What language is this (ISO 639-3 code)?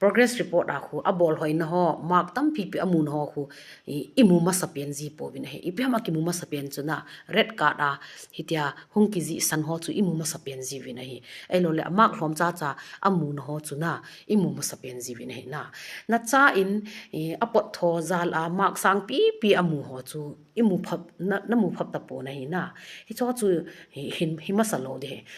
tcz